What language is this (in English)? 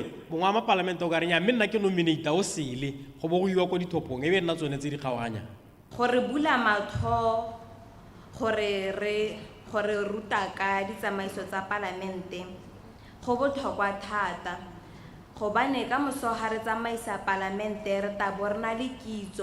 Tswana